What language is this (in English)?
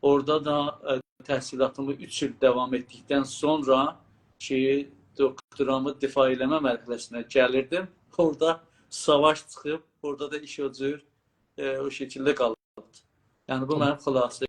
South Azerbaijani